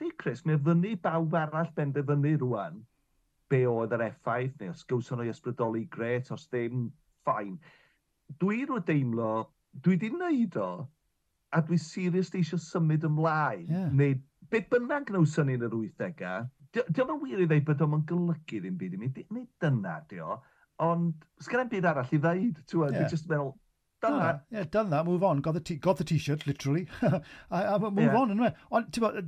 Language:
Welsh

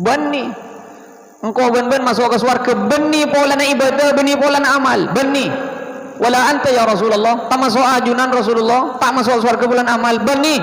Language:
Madurese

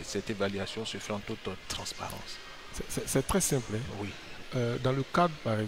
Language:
French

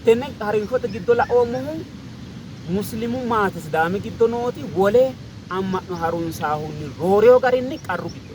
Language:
Sidamo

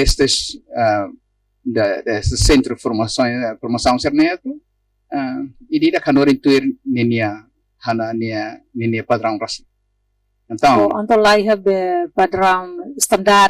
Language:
Tetum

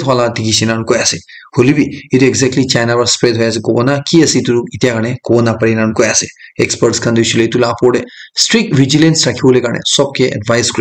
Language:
Naga Pidgin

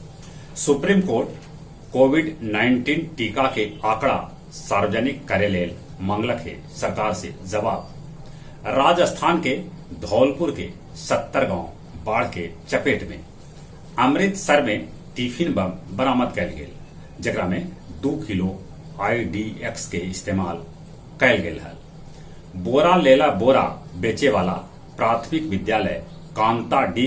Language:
Magahi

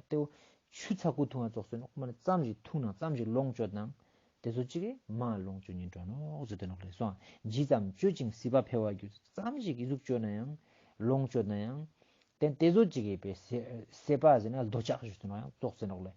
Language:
Ladakhi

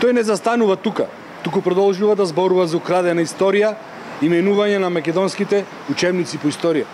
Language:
Macedonian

